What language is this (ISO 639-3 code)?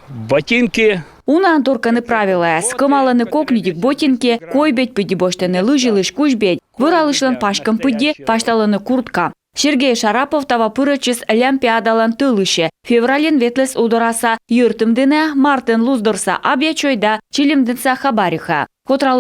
kom